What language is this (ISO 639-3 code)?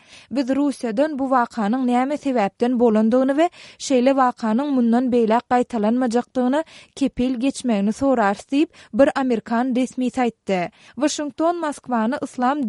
tuk